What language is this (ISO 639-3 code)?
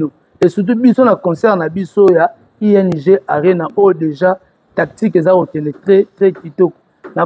lin